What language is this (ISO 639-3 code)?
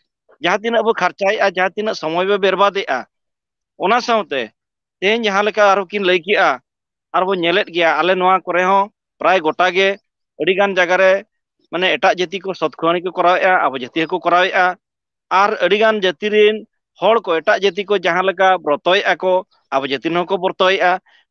sat